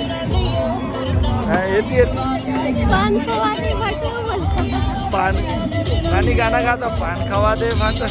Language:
Chhattisgarhi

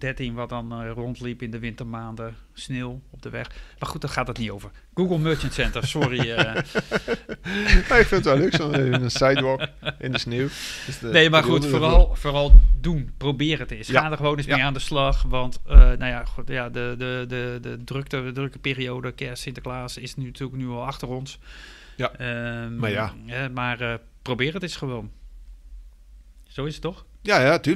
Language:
Dutch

